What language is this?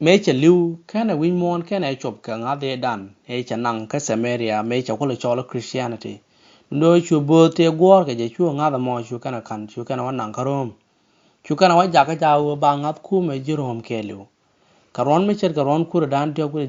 Nuer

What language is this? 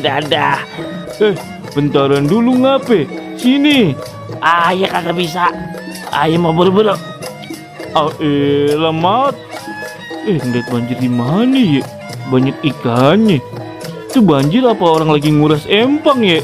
Betawi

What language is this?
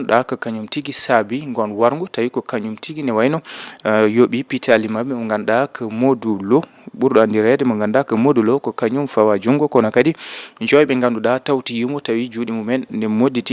Fula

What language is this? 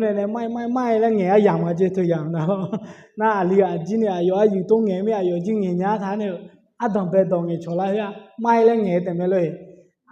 Akha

